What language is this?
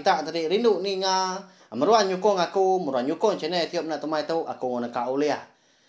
Iban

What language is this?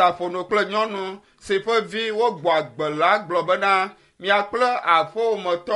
Ewe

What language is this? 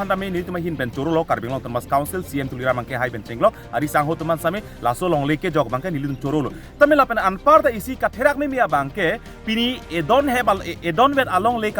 Karbi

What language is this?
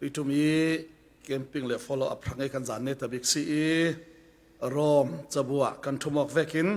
Falam Chin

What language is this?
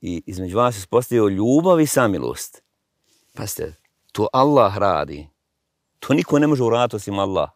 Bosnian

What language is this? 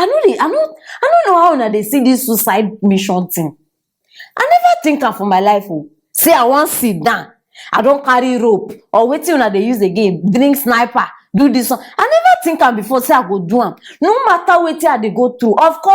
Nigerian Pidgin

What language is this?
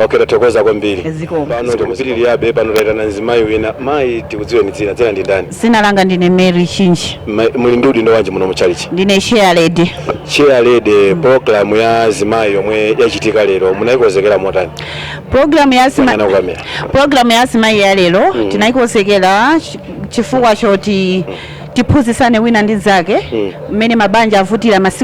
Nyanja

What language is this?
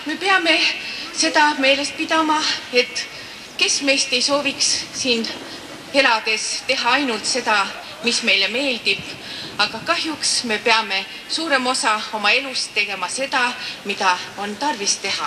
Estonian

